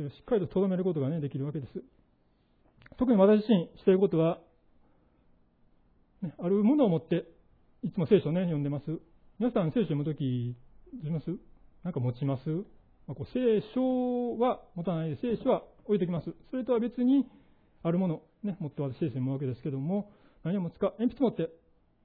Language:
Japanese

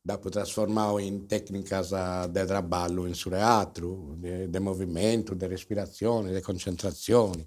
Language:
Sardinian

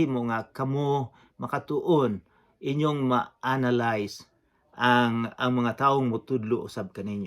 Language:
Cebuano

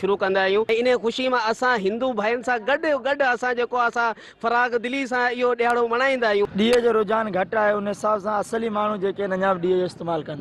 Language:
Sindhi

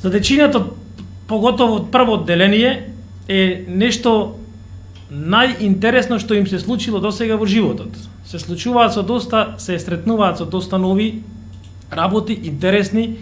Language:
Macedonian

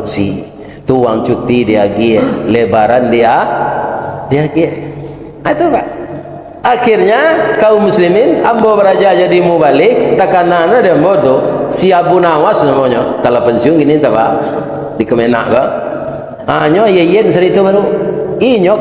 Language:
Minangkabau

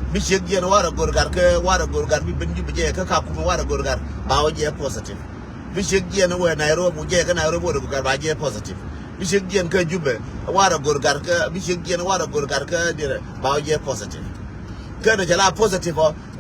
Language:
Nuer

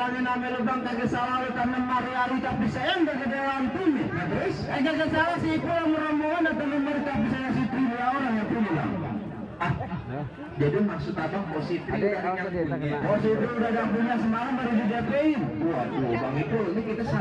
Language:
Betawi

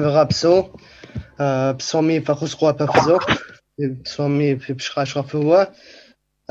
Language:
Kabardian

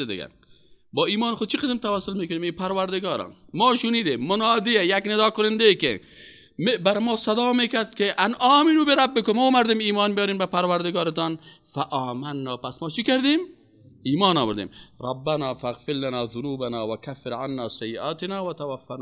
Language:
Persian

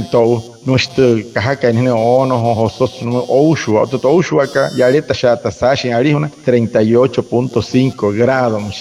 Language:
Wayuu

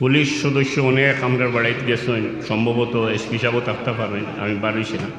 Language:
Sylheti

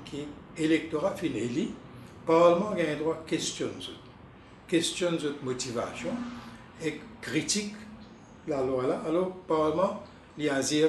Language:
Morisyen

